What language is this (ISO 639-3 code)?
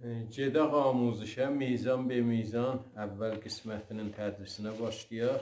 azb